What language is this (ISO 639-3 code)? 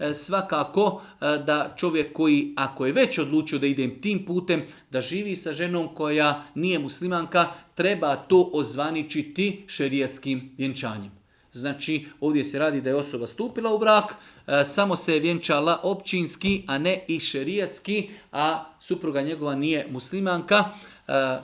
bos